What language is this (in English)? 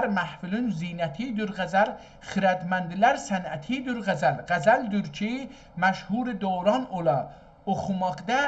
South Azerbaijani